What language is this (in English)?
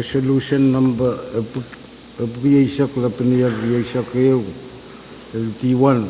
Pohnpeian